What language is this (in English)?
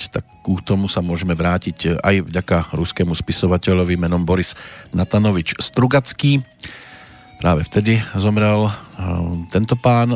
Slovak